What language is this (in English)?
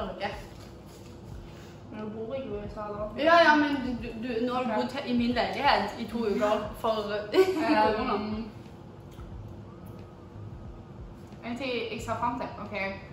Norwegian